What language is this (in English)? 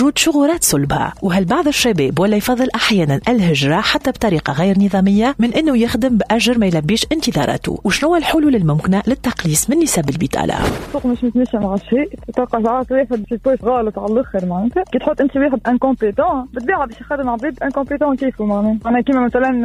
Tunisian Arabic